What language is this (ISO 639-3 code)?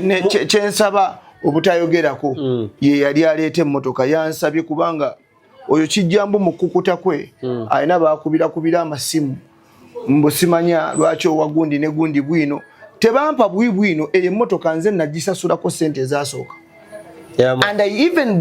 lug